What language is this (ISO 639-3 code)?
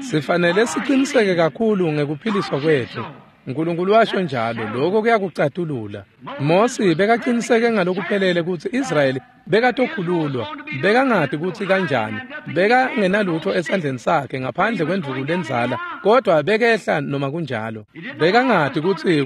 ssw